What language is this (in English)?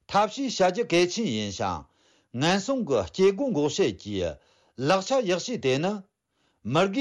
Tibetan